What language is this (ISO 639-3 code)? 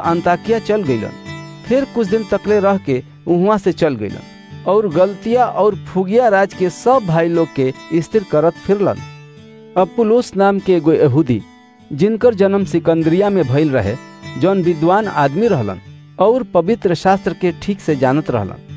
bho